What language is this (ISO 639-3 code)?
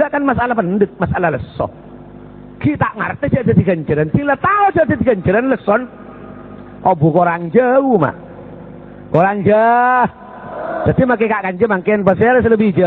mad